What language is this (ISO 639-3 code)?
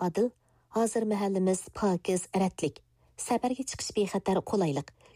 uig